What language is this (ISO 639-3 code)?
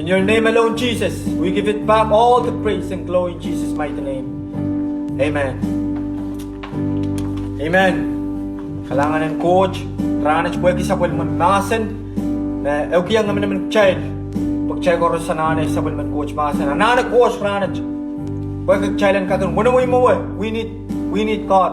pon